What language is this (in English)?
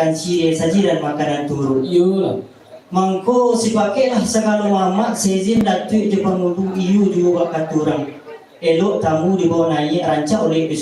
Minangkabau